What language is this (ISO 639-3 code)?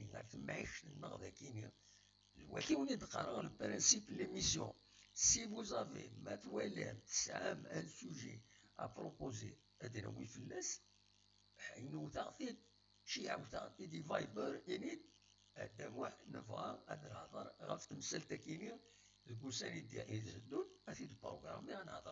kab